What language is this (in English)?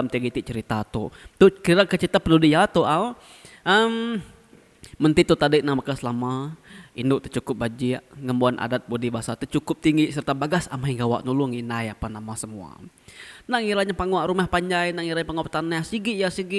Iban